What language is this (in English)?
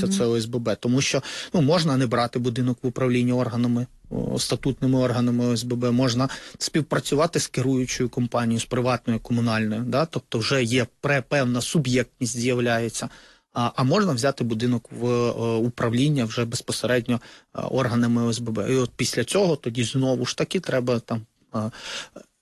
Ukrainian